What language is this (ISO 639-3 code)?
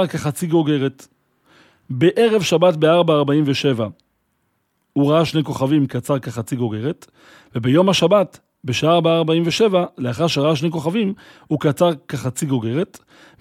heb